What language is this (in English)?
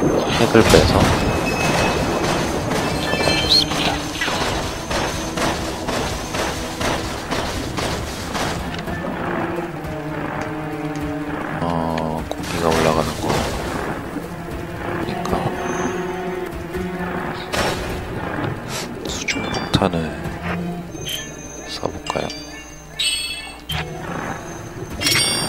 Korean